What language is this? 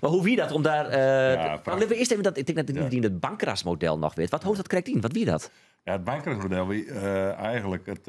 Western Frisian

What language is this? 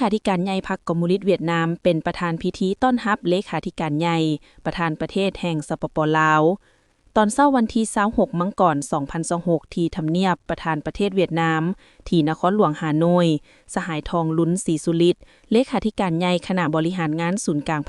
Lao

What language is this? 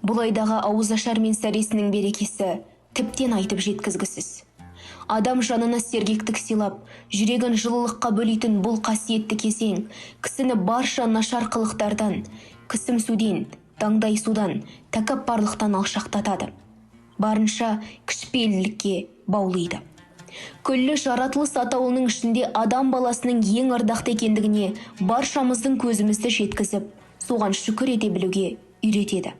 Kazakh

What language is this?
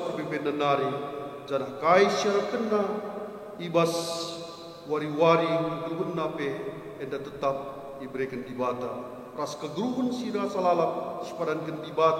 Batak Karo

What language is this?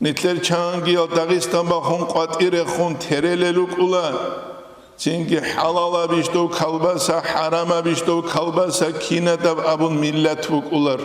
Avaric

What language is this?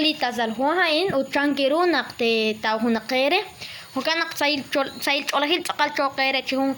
Kekchí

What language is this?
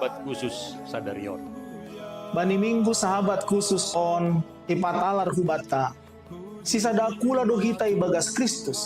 Batak Simalungun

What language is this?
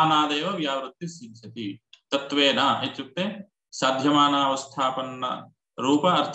Sanskrit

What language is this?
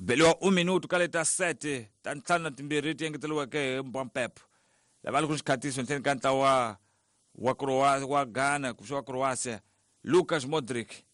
Tsonga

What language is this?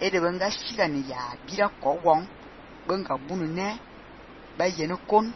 Fang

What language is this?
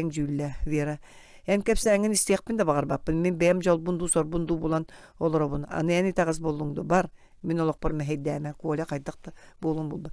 Yakut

